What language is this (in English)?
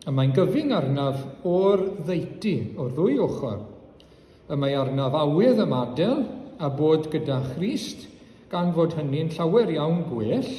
Welsh